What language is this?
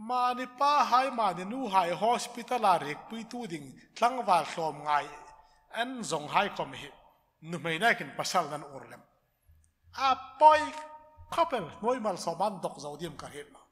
Hmar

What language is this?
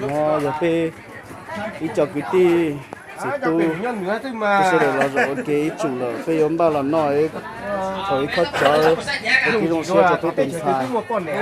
Hmong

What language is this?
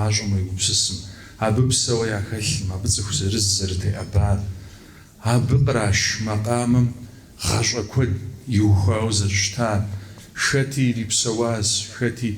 Kabardian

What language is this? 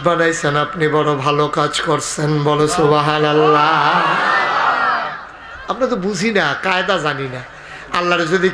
Bangla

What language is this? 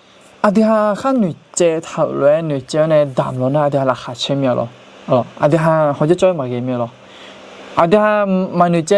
Akha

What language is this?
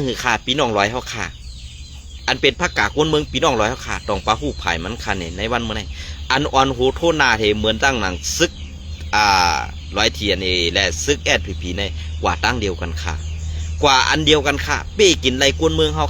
Shan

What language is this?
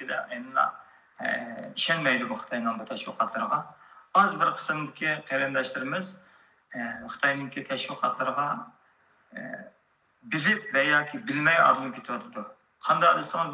Uyghur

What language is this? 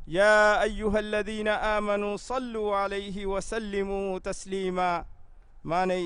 Divehi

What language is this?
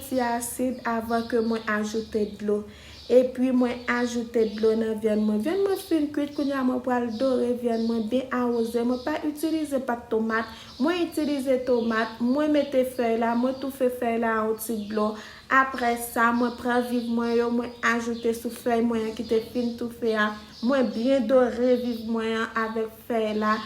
Haitian Creole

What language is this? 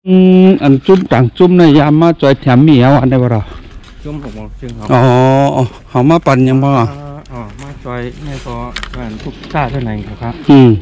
Shan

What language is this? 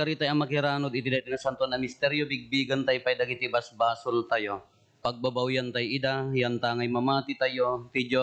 Iloko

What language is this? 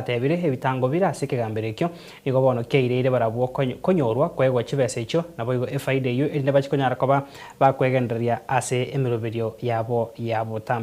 Gusii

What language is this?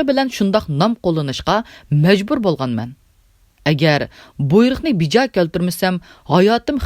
Uyghur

